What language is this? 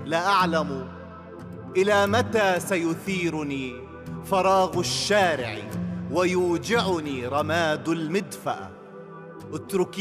Tunisian Arabic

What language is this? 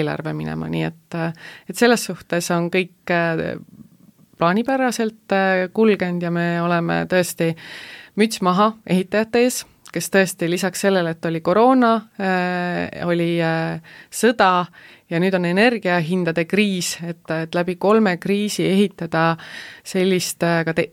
Estonian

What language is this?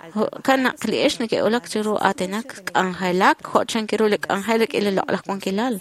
Kekchí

